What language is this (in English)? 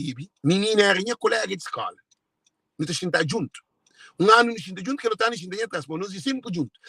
Kabuverdianu